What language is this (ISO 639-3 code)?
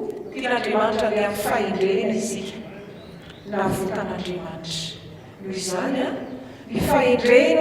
mlg